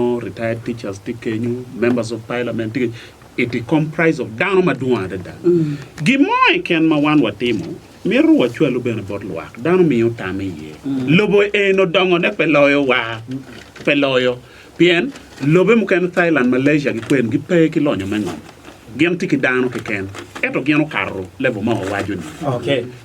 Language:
Acoli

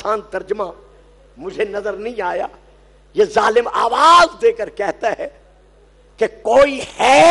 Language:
Urdu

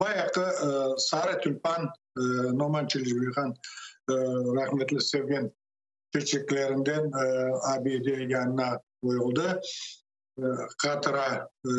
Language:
Crimean Tatar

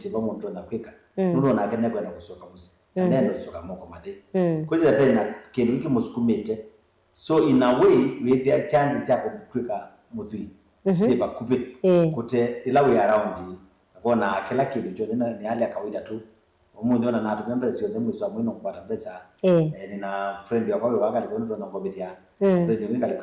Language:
Kamba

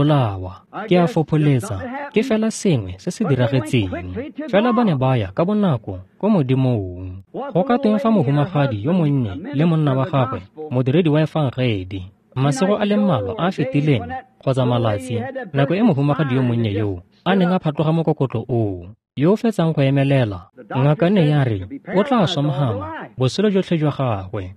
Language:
Tswana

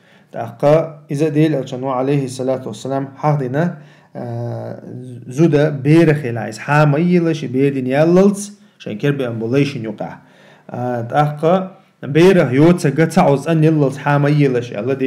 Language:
Chechen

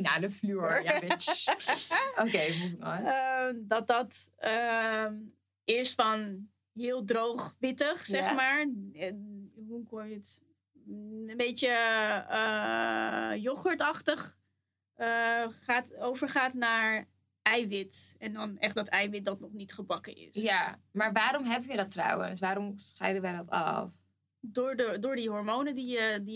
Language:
Dutch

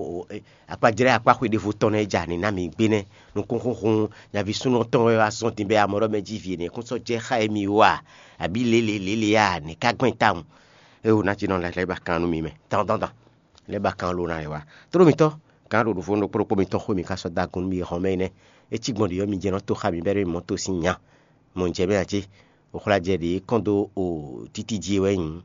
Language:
Fon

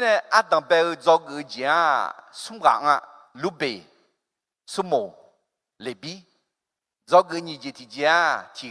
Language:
Akha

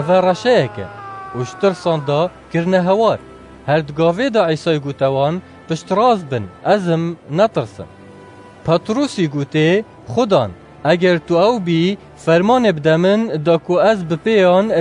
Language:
Kurdish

